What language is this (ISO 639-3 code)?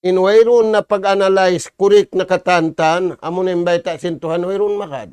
tsg